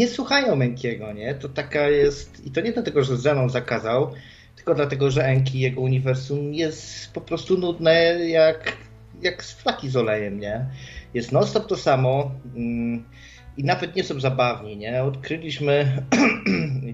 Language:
Polish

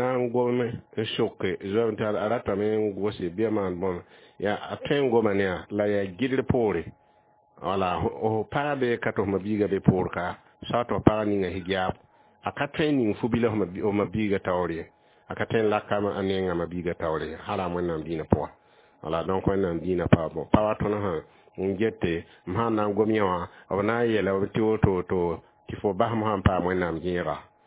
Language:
Mossi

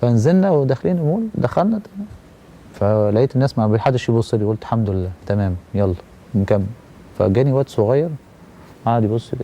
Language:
Egyptian Arabic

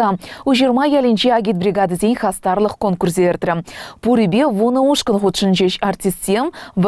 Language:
Chuvash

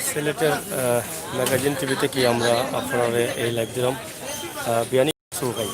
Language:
Sylheti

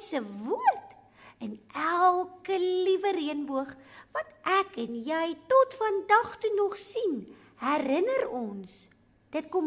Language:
Afrikaans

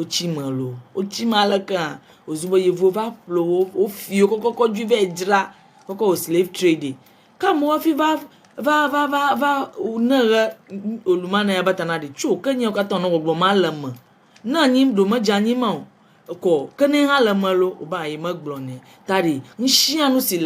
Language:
Ewe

